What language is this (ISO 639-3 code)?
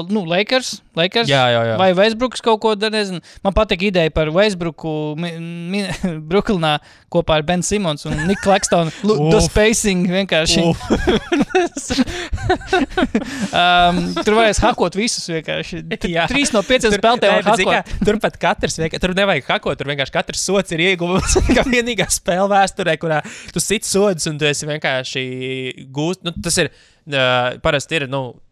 lav